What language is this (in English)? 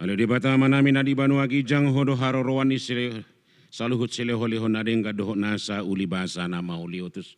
Batak Toba